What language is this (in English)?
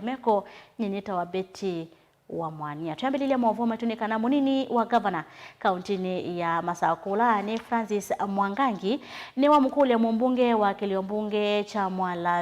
Kamba